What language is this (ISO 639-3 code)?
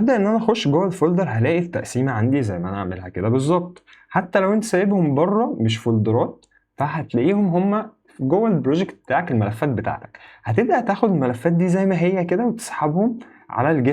arz